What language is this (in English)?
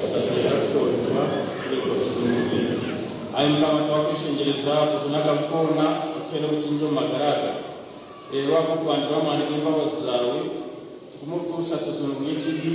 Nyankole